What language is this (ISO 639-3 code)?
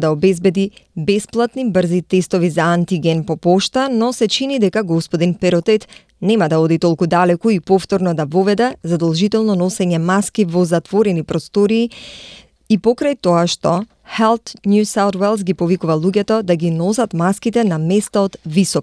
mkd